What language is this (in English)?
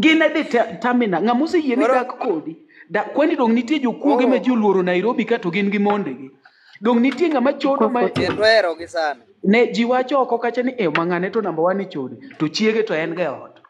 Luo (Kenya and Tanzania)